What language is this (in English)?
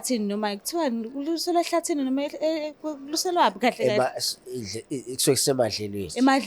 Zulu